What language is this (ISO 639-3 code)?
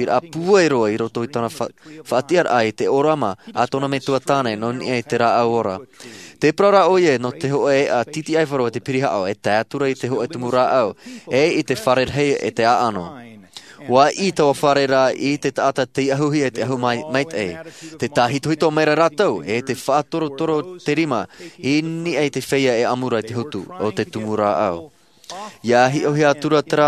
tah